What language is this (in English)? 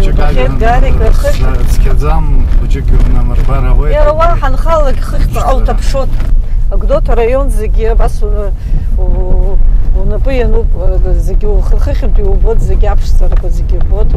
Abkhazian